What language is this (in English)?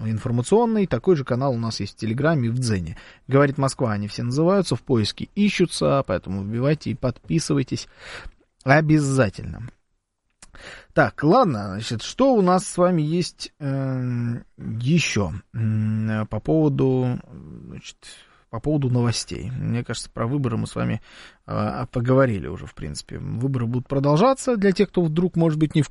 Russian